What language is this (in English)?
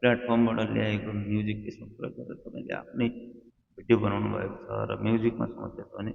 Nepali